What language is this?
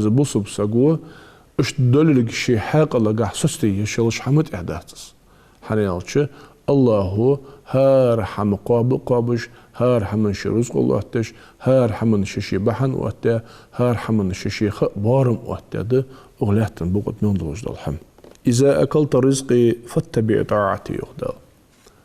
Ingush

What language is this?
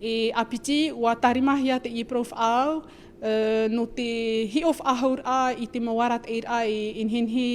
Tahitian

